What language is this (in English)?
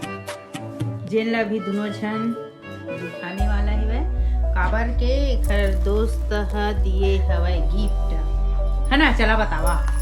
Chhattisgarhi